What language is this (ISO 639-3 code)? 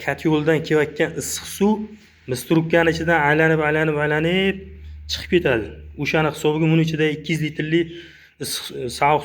uzb